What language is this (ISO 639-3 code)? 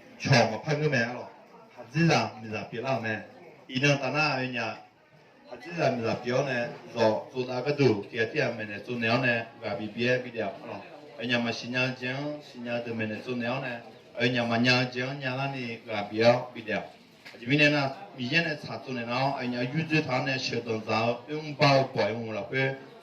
ahk